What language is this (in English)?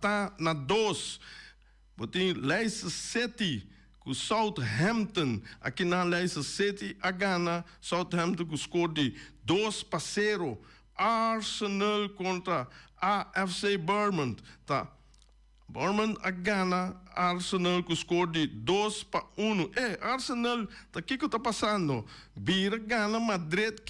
Papiamento